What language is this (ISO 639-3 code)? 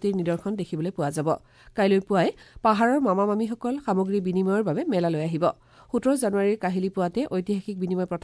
asm